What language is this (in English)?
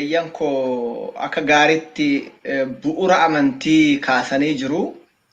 Oromo